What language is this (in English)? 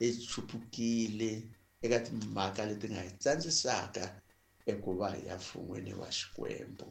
Tsonga